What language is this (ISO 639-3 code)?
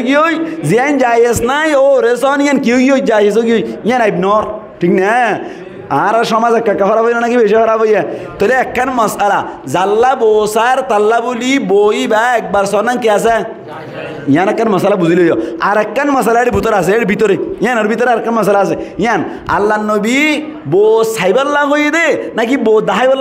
rhg